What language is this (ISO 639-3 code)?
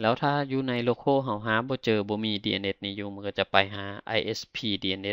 lao